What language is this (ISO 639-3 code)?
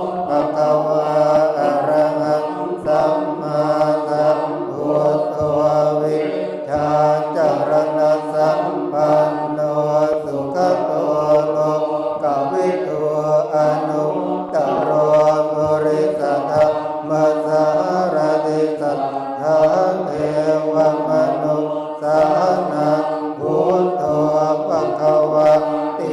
pli